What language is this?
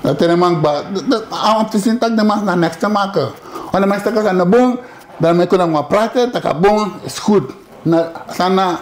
Sranan Tongo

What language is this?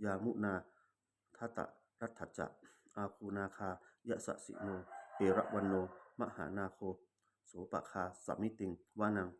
Pali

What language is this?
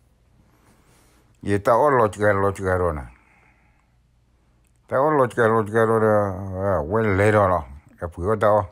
S'gaw Karen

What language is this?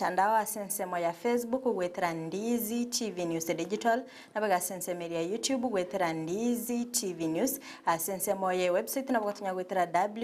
Gusii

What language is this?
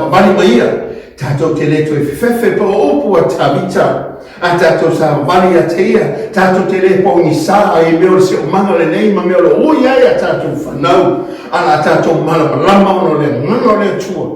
Samoan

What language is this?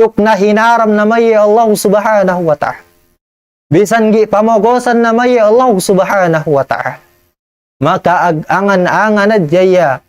Tausug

